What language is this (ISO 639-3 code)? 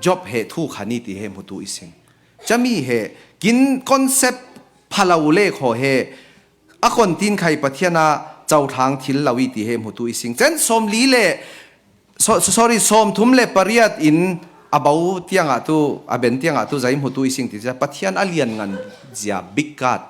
cfm